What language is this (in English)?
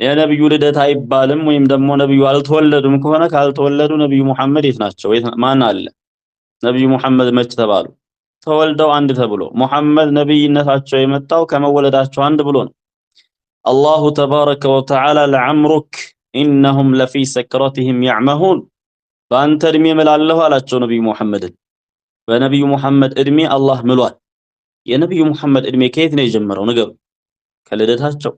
Amharic